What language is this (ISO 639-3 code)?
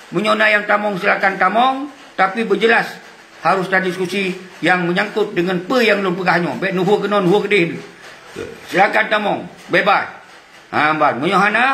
ace